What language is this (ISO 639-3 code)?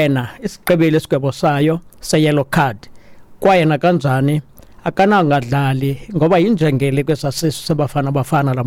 xho